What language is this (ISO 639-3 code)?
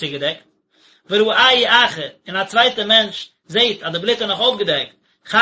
yid